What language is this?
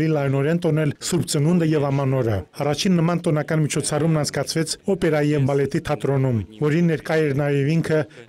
Armenian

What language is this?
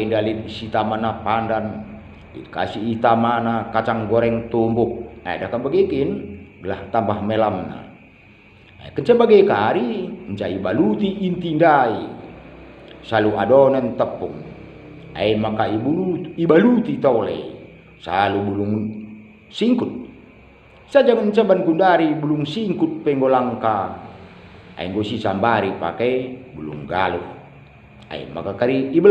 Batak Karo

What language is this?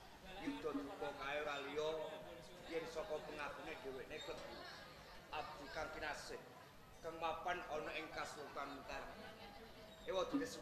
Javanese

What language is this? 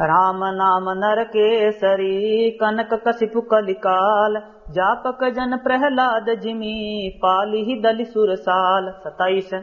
Awadhi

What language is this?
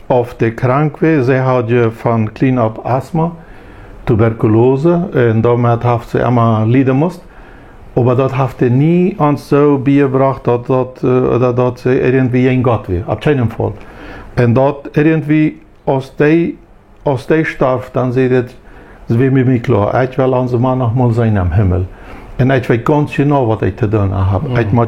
Plautdietsch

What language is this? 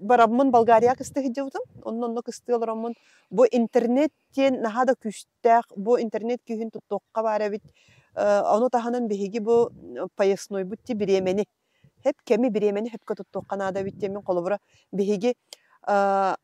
Yakut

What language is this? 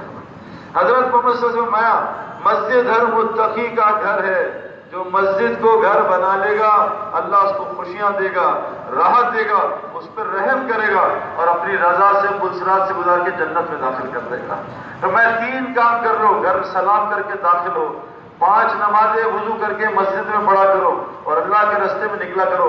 Urdu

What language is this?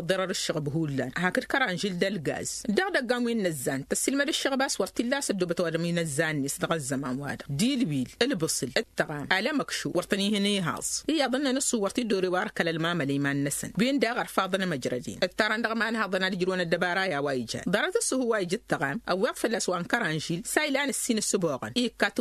Tamasheq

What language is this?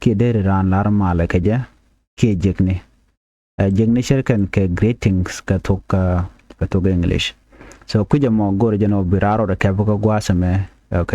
Nuer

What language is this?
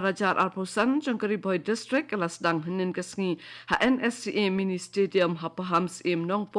Khasi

